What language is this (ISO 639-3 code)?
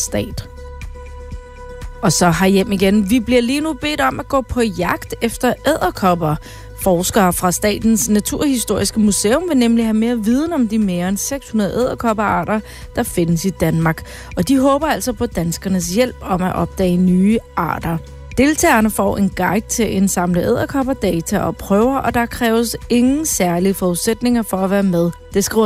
dan